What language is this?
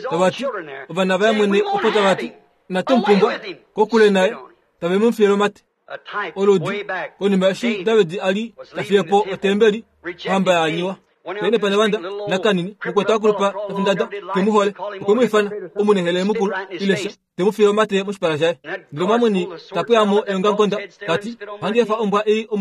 Kuanyama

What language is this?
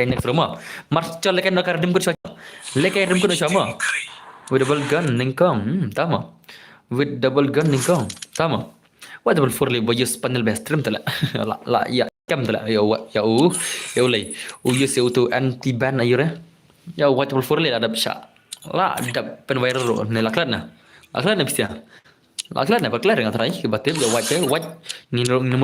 Khasi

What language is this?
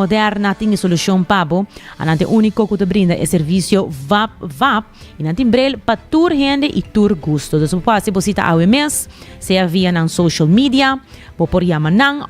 Papiamento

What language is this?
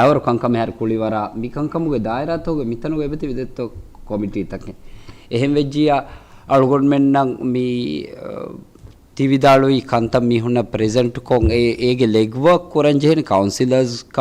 Divehi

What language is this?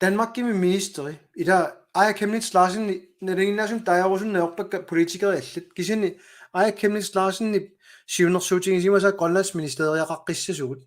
Kalaallisut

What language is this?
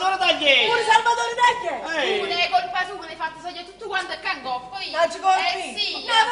Neapolitan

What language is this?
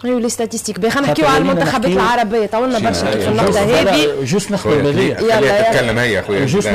Tunisian Arabic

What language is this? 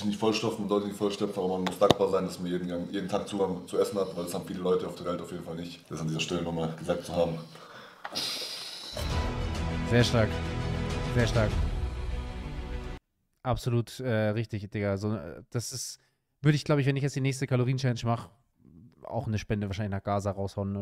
German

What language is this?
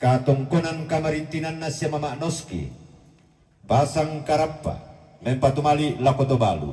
Toraja-Sa'dan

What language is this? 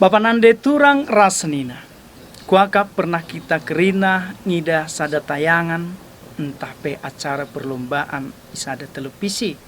Batak Karo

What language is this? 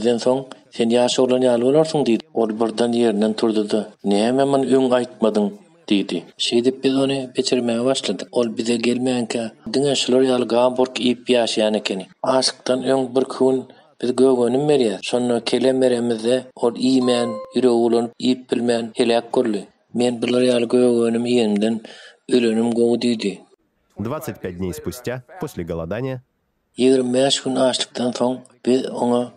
Turkmen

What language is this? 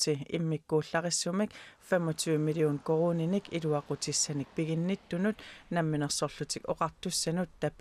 Kalaallisut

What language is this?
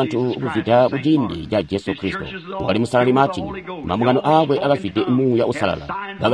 Tonga (Zambia)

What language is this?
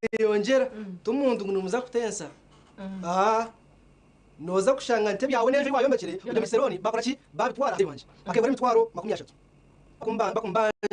Nyankole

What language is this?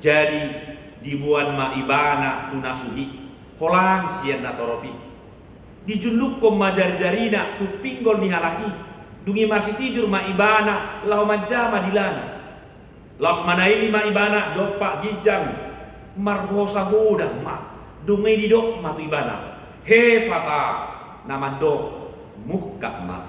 Batak Toba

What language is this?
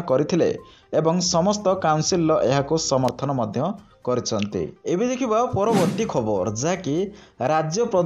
Odia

